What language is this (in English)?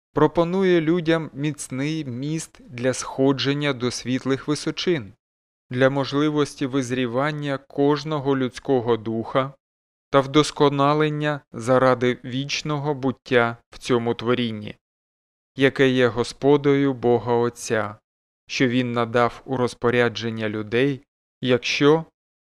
Ukrainian